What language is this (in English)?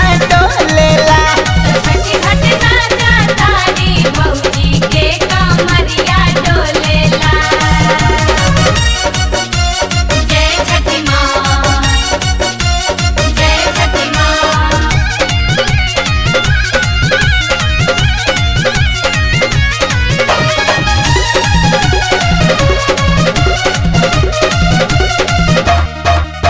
Bhojpuri